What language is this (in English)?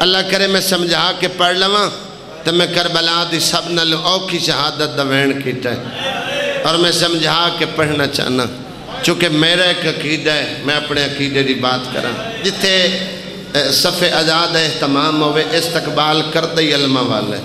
Saraiki